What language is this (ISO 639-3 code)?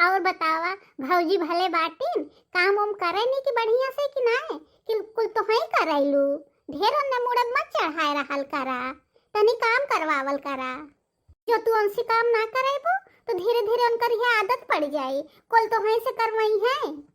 bho